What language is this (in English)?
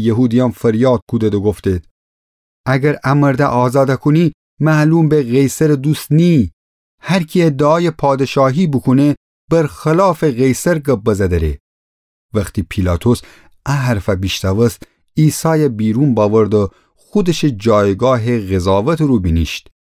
Gilaki